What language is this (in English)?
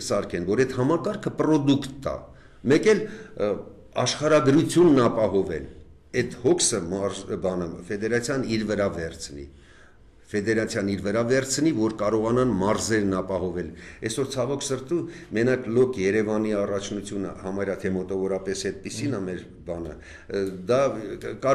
Armenian